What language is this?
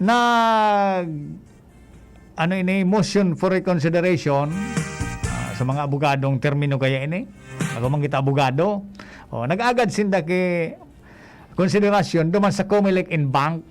Bikol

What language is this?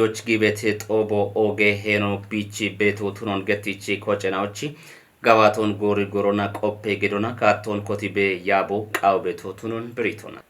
Kafa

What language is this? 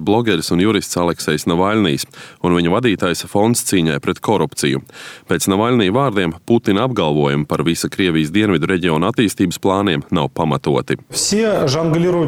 Latvian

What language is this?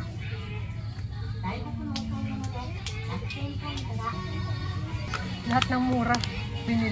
Filipino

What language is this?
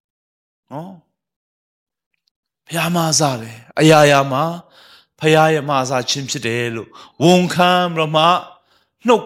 Burmese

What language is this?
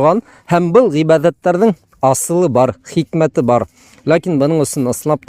Bashkir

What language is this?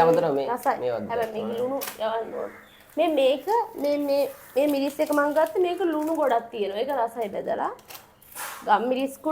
Sinhala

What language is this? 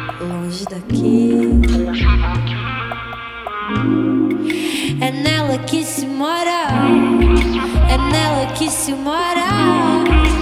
Portuguese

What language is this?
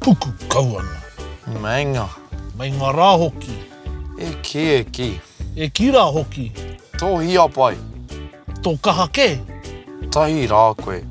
Māori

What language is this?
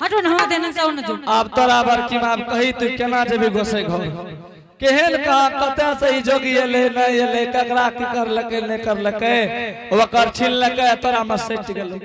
Angika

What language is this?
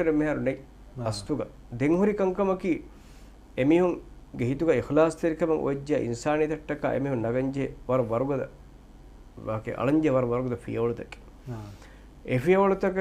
Divehi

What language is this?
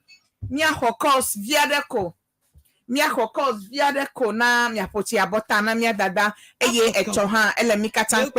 Ewe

